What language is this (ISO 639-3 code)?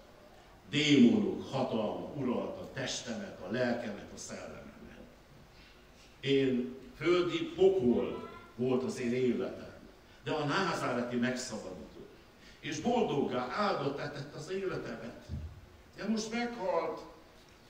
hun